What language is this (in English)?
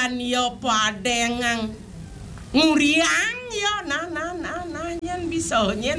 Balinese